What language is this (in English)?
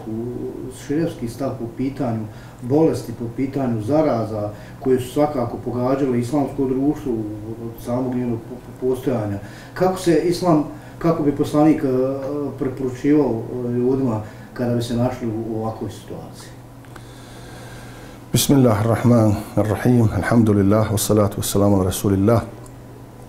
Bosnian